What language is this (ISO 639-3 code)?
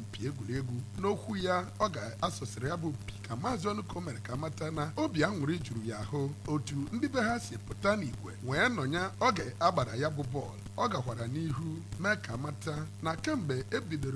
ibo